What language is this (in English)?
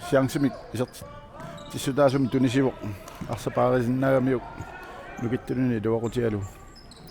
Kalaallisut